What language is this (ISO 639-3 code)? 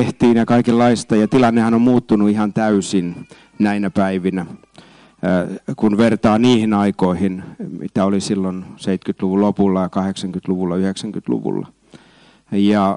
fin